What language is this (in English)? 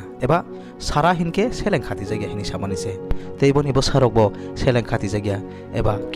Kok Borok